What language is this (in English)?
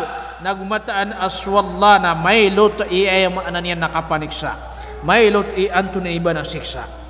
Maranao